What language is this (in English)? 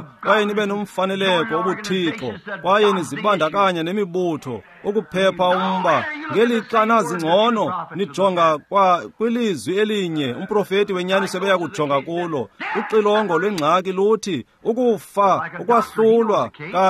Xhosa